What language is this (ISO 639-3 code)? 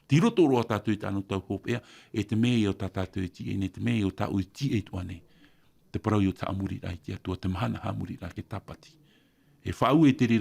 tah